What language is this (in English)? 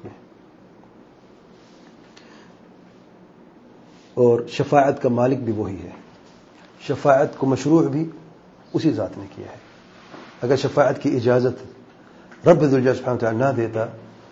Urdu